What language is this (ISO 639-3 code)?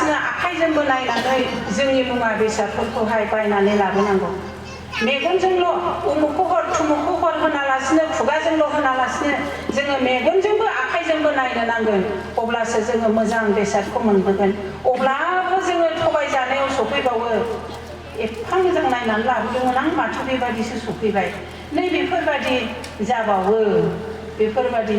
brx